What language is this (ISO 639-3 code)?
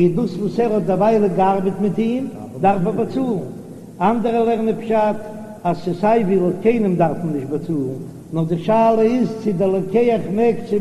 yid